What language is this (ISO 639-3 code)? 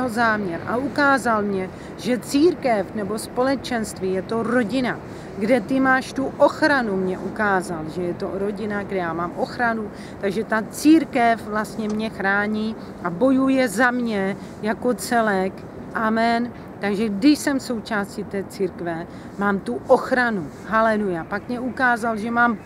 ces